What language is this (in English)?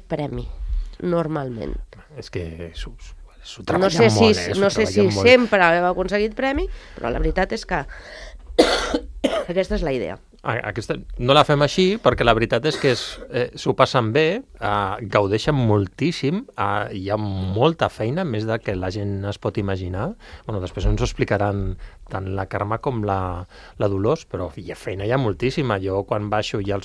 Catalan